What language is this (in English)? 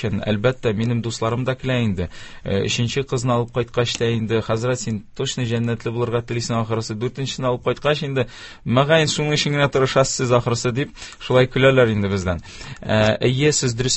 Tatar